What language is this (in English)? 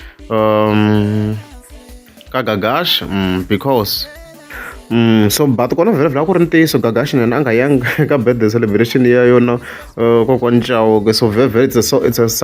Tsonga